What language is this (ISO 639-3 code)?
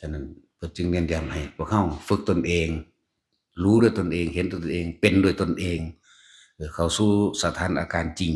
tts